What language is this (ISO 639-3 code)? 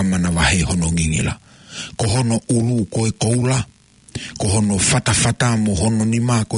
ton